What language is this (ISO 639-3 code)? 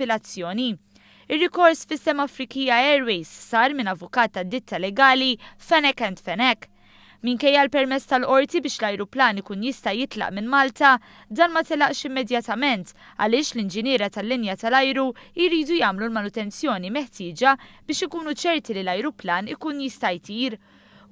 mlt